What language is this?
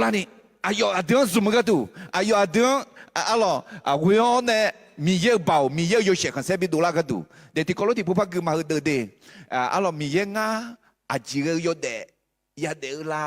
Akha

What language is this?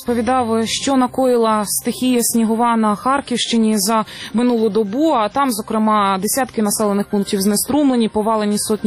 Ukrainian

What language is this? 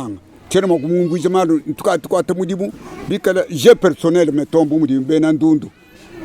Luba-Lulua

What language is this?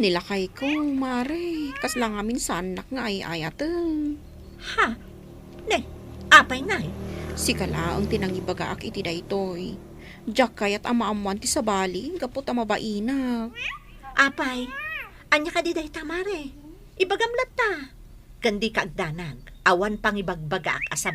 Iloko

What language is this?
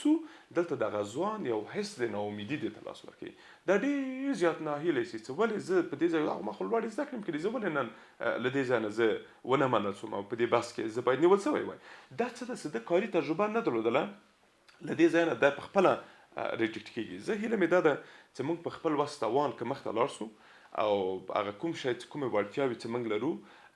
Pashto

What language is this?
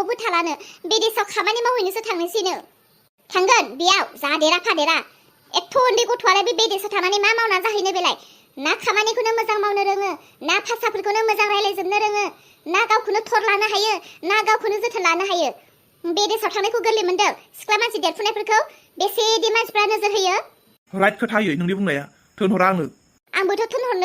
Bodo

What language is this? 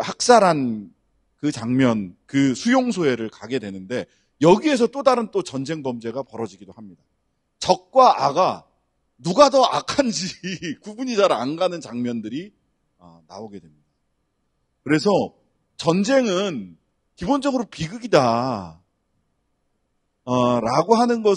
Korean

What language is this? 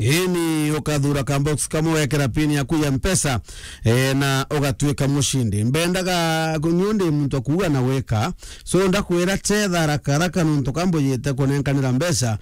Meru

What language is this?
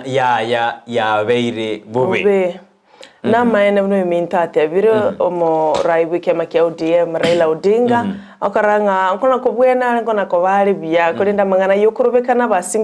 Gusii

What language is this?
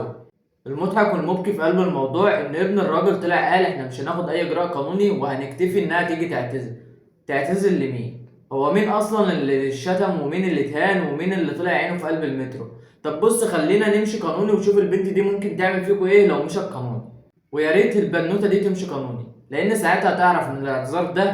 Egyptian Arabic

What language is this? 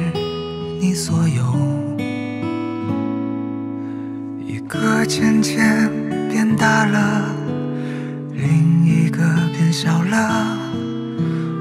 Chinese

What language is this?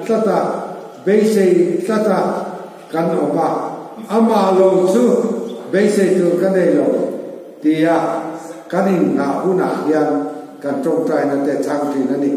Mizo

